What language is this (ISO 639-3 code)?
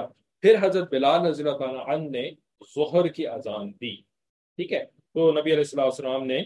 urd